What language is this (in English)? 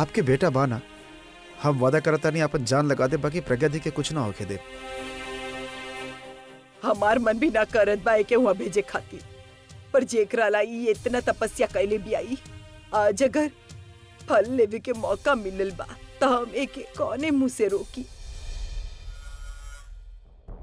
Bhojpuri